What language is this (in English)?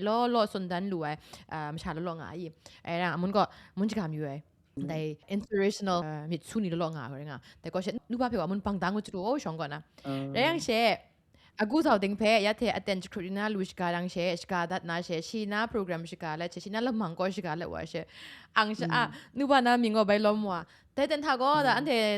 Kachin